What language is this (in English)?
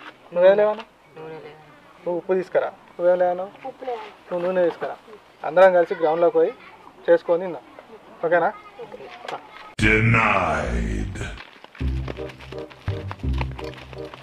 Telugu